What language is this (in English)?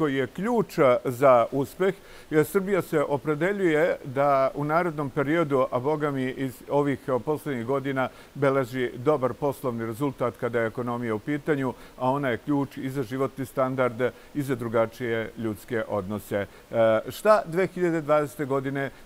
Serbian